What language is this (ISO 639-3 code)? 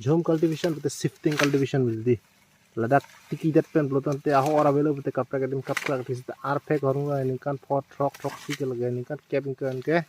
mjw